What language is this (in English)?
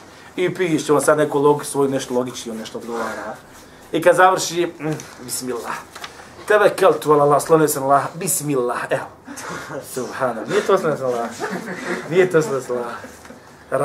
Bosnian